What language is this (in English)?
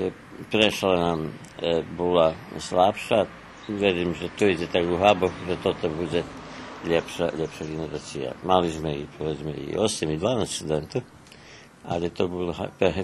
Rusyn